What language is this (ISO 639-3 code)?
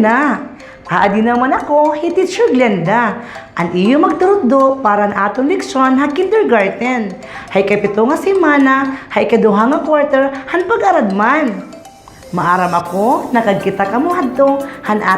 war